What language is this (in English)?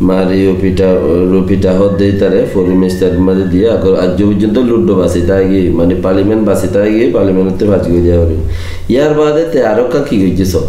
Rohingya